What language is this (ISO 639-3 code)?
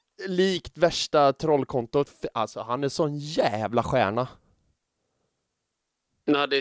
swe